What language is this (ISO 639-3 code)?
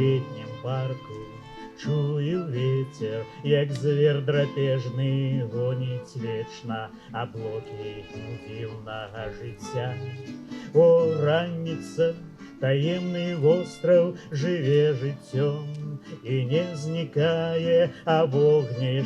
bel